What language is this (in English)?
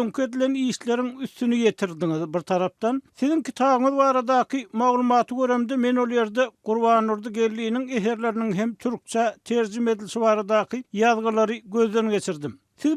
Turkmen